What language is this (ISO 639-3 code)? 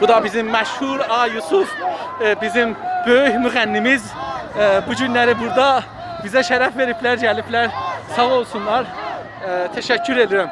azb